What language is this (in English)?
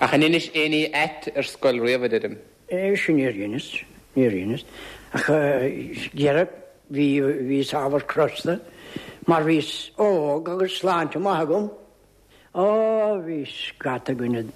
Irish